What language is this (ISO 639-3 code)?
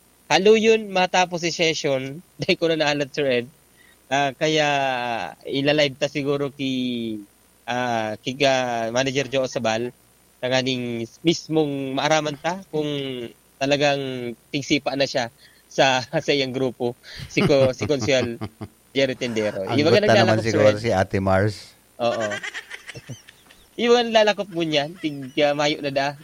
bik